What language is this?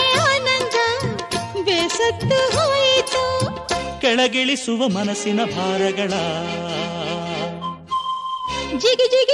Kannada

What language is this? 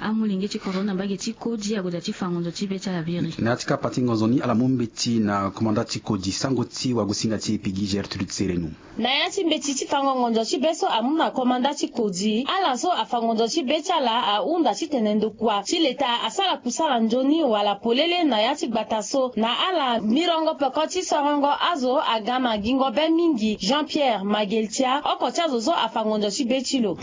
Sango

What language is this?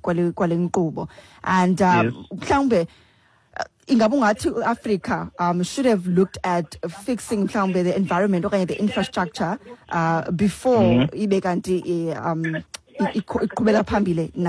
Xhosa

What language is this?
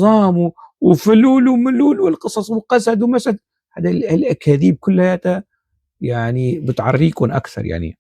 North Levantine Arabic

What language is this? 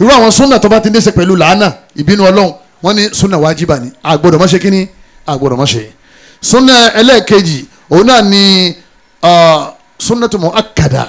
Yoruba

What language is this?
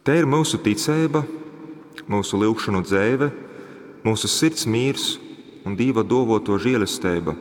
Latgalian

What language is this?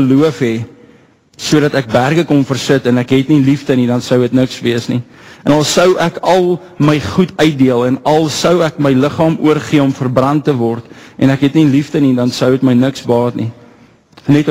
Afrikaans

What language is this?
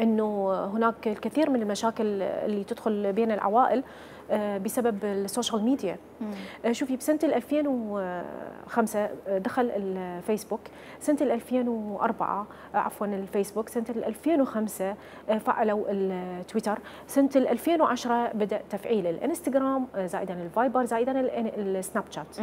Mesopotamian Arabic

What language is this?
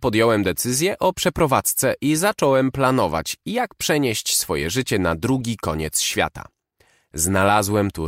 Polish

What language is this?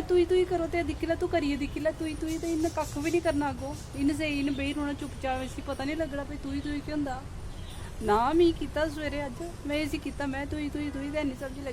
Dogri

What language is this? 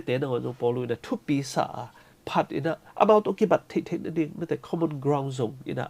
Tedim Chin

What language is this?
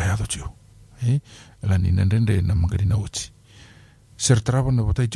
Fijian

